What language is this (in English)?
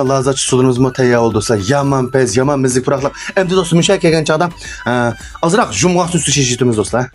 Uyghur